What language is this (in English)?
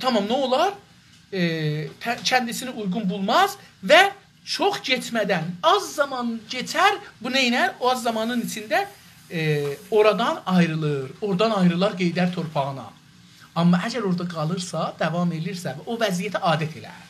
South Azerbaijani